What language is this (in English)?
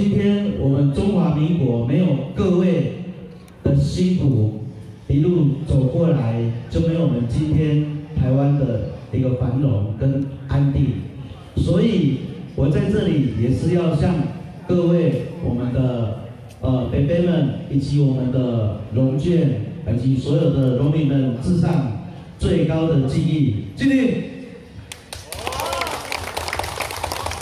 Chinese